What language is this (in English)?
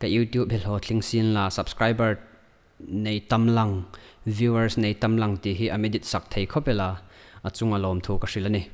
Hmar